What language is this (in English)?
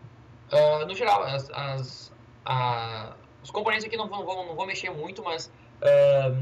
Portuguese